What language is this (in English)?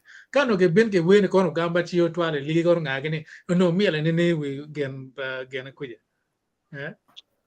Acoli